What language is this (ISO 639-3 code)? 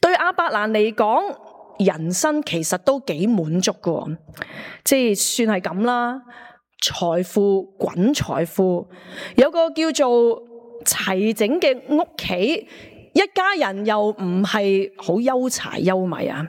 yue